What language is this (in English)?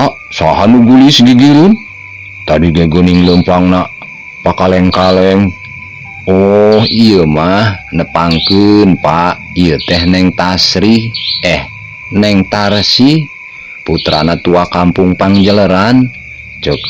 Sundanese